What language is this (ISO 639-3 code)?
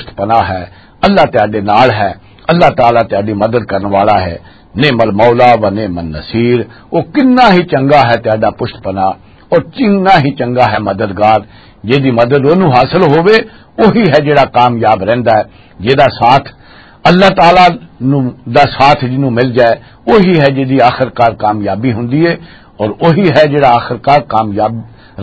lah